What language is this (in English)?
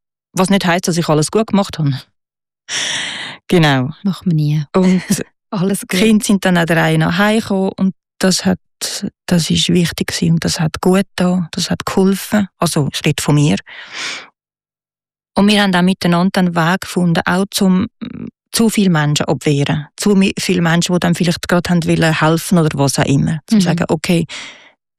German